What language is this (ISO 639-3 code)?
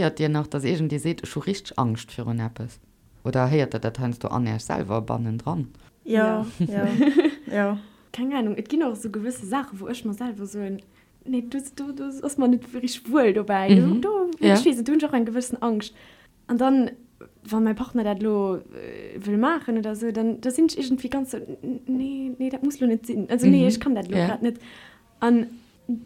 ltz